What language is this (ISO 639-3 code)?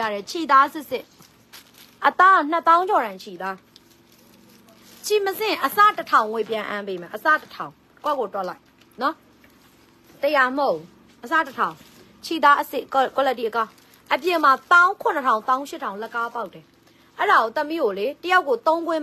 mya